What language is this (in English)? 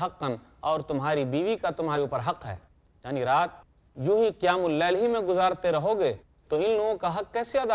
Urdu